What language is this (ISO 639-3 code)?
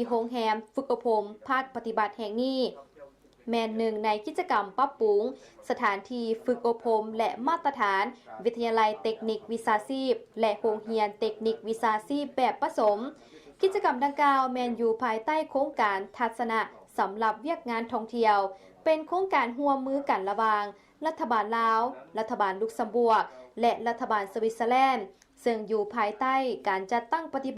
lao